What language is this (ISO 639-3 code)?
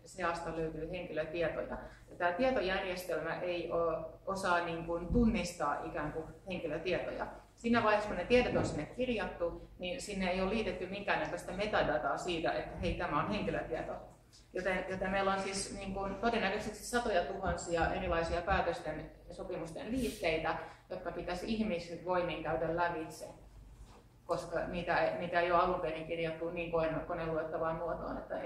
fin